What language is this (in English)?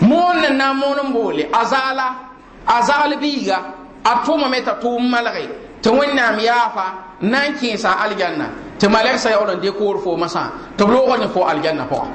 Mossi